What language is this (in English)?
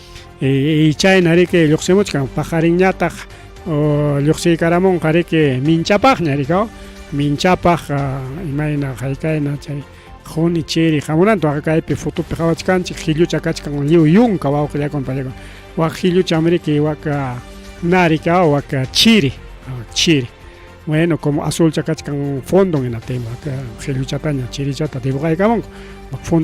Ayacucho Quechua